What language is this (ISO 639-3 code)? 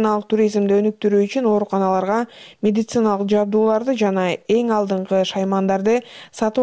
kir